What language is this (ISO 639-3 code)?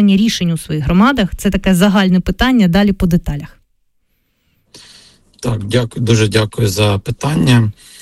ukr